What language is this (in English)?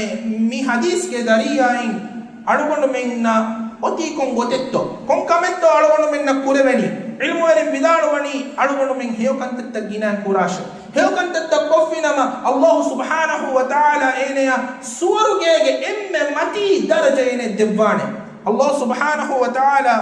Divehi